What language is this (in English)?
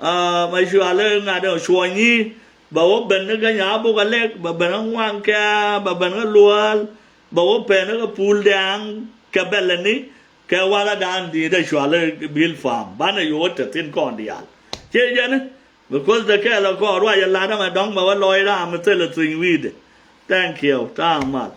Nuer